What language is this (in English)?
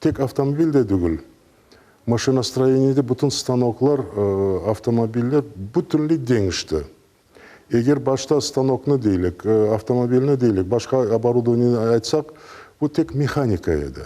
Crimean Tatar